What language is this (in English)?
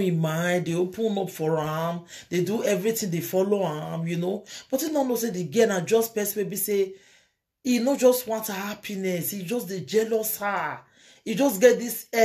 Nigerian Pidgin